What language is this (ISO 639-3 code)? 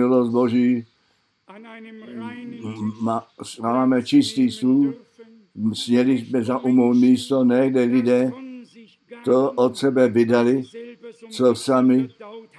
ces